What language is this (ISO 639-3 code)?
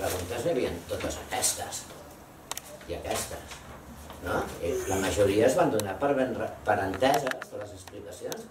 cat